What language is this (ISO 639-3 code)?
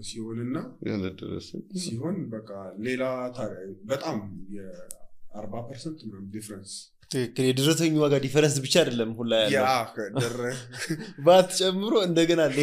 amh